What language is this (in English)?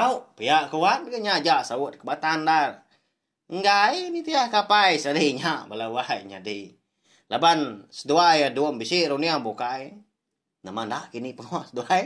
Iban